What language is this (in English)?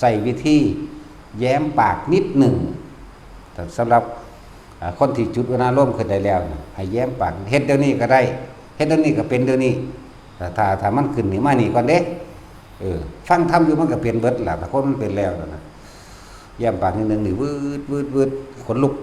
Northeastern Thai